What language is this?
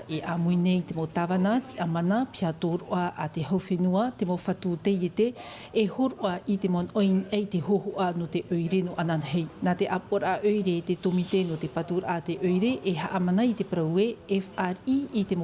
Tahitian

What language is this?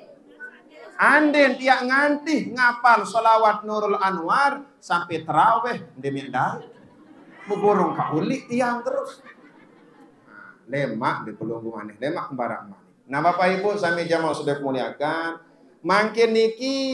Sasak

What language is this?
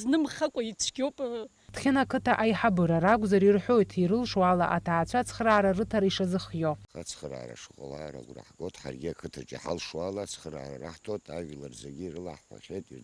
Abkhazian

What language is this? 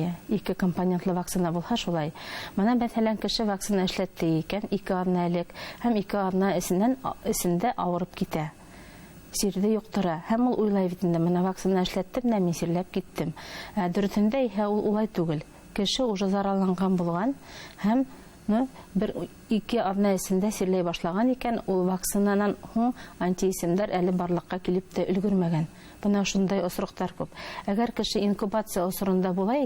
Bashkir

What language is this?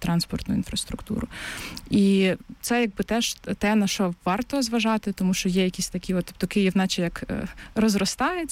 Ukrainian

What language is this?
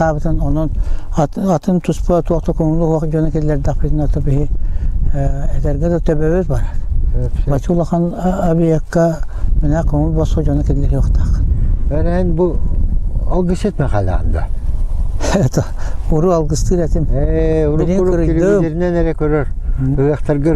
Yakut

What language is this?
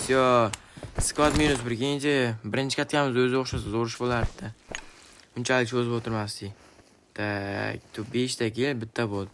Uzbek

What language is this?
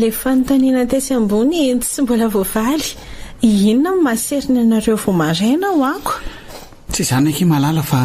Malagasy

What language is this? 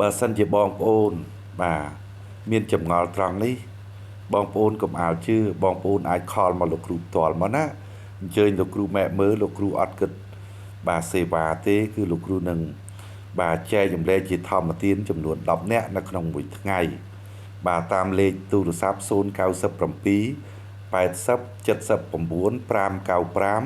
Khmer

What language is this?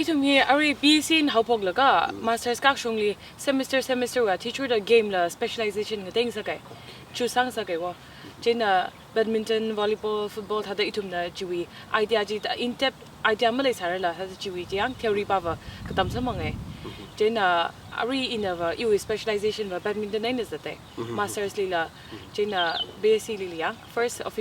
Tangkhul Naga (India)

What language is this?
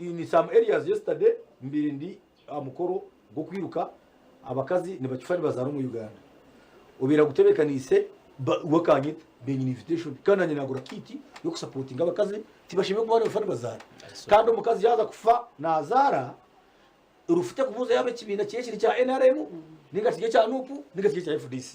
Nyankole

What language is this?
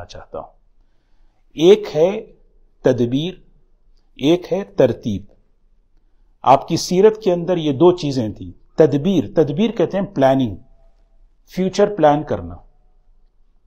Urdu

